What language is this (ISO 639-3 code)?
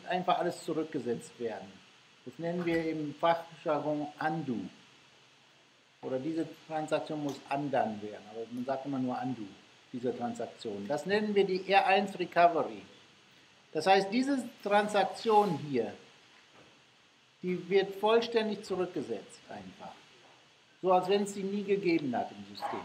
deu